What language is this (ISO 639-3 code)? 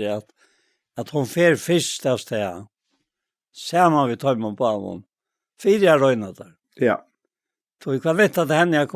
fao